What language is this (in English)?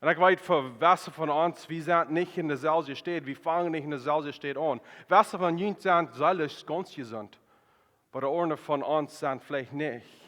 Plautdietsch